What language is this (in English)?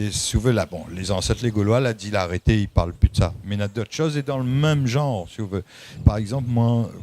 Réunion Creole French